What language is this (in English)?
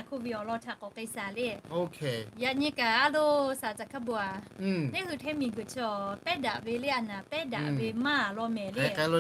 Lahu